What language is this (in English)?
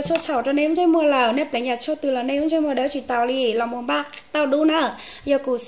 Hmong